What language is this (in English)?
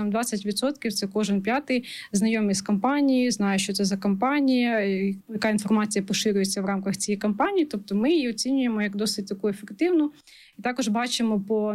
Ukrainian